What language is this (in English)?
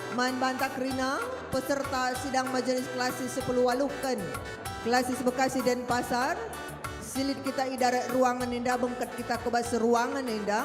Batak Karo